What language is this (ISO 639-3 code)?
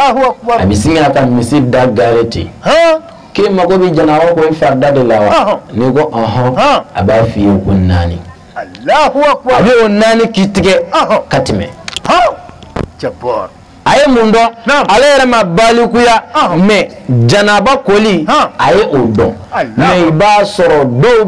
bam